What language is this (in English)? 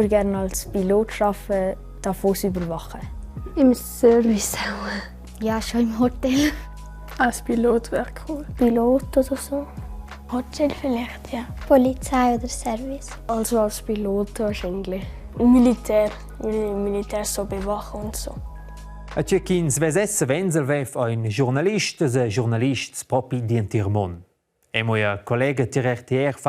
Romansh